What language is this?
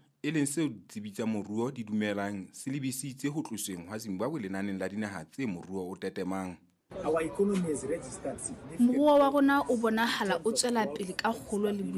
Southern Sotho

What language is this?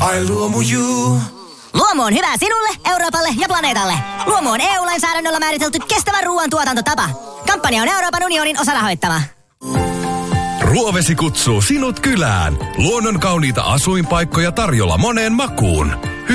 Finnish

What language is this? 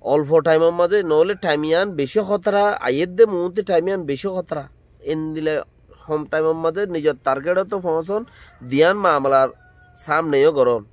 Rohingya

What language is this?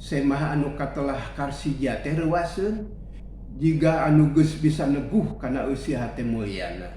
Sundanese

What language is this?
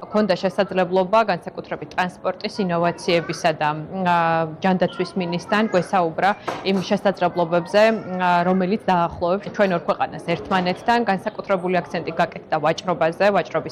Georgian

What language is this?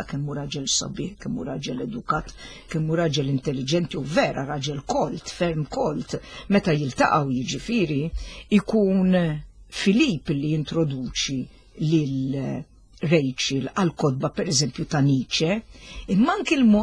Maltese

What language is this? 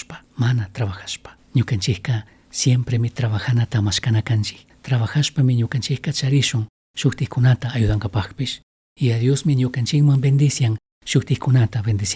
Chimborazo Highland Quichua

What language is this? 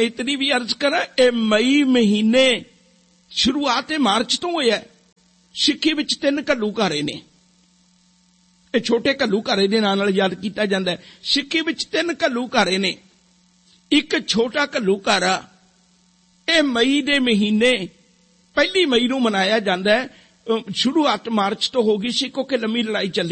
Punjabi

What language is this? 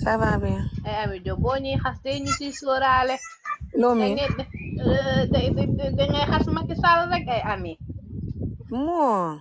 Wolof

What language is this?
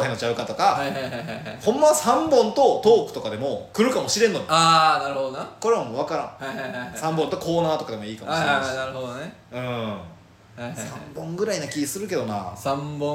Japanese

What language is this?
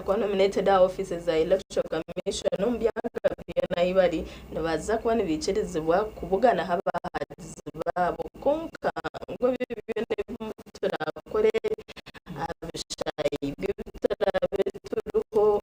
Nyankole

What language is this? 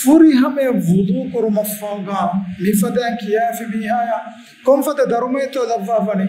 Divehi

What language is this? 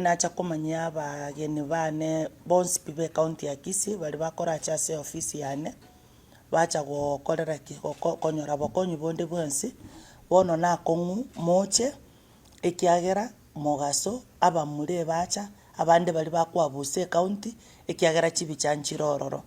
Gusii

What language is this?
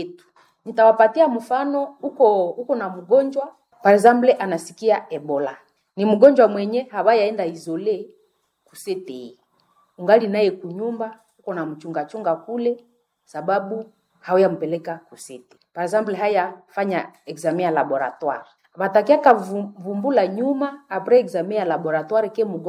Swahili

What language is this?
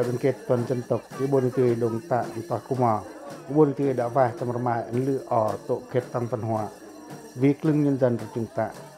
Pacoh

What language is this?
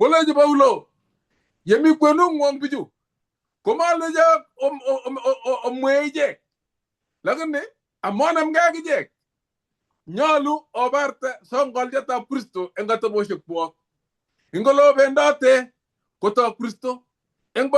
Kalenjin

